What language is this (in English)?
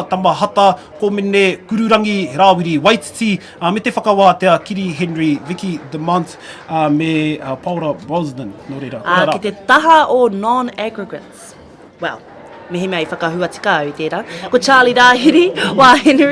Māori